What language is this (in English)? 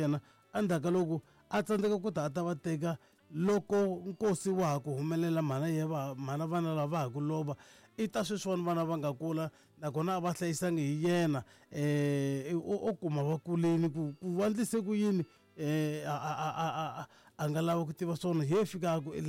Tsonga